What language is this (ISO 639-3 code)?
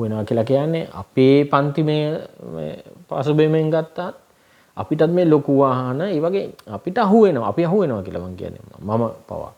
sin